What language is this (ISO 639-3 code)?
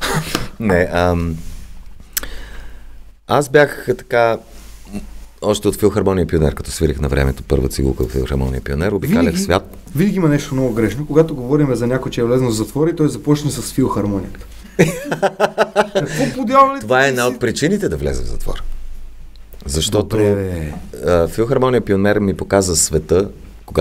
bul